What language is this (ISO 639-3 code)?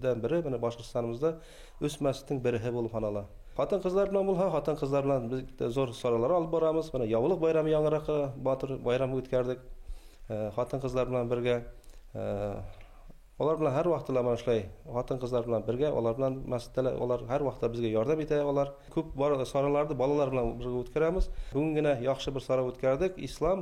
bak